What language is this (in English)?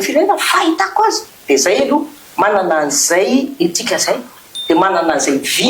Malagasy